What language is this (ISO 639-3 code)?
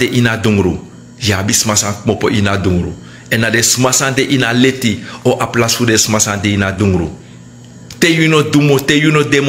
srn